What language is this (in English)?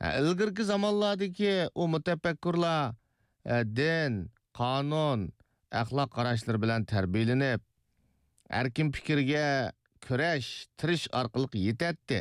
Uyghur